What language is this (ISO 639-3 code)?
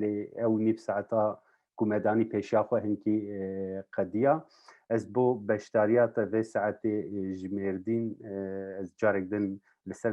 kur